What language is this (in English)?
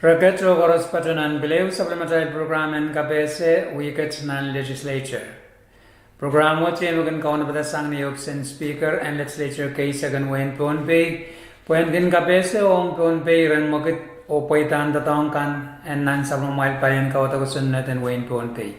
Pohnpeian